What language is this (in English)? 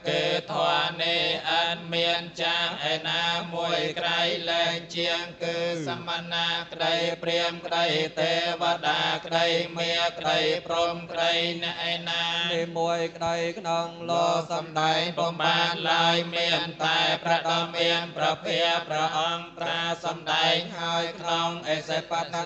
Khmer